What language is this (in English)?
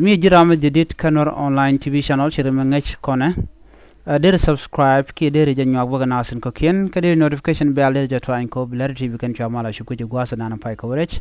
Nuer